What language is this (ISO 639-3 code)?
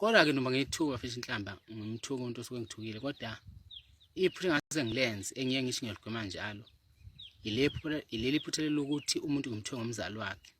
zul